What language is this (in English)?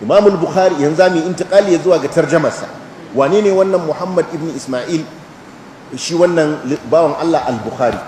Hausa